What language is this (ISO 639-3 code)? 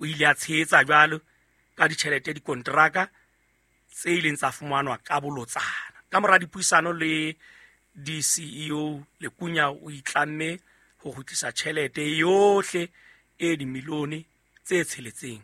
sot